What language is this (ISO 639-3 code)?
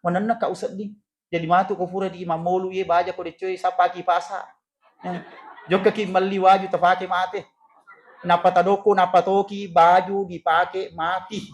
bug